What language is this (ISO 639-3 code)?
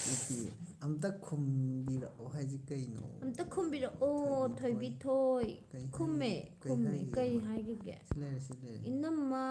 mni